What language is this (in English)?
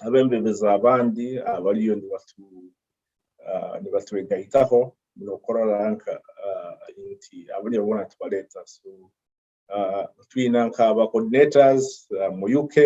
Nyoro